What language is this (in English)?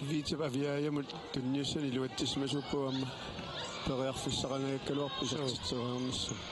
Kalaallisut